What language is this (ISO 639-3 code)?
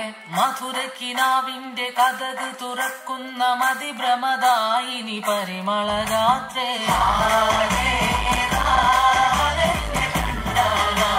mal